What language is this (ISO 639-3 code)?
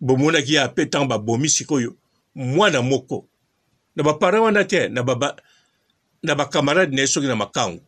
lin